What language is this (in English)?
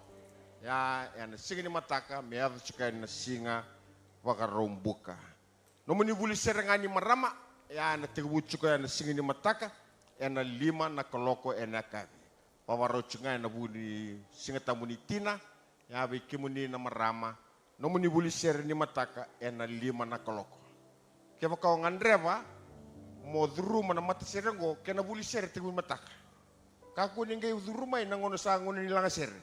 Fijian